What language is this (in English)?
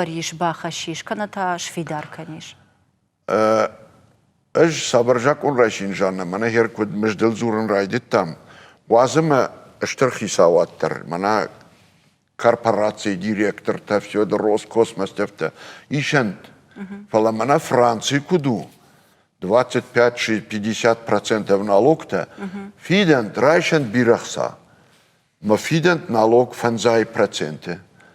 Ossetic